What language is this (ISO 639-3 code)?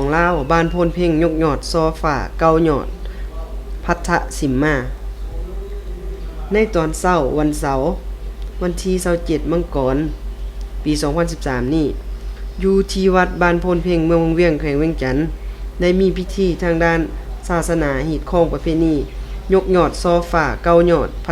lao